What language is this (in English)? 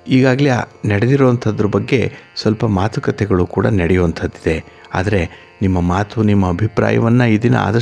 Kannada